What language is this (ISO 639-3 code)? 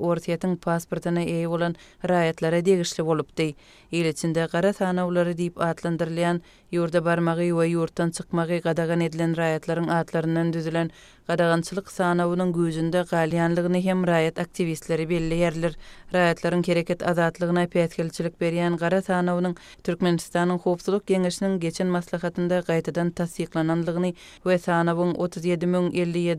kir